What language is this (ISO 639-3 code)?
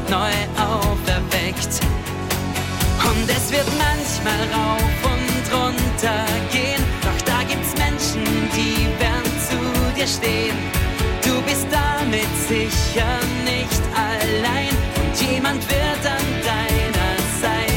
deu